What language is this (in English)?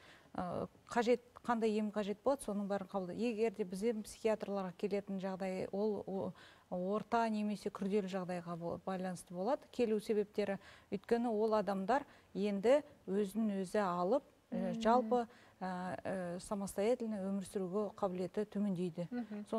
Kazakh